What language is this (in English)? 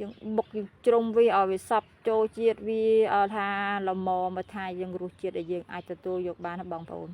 Khmer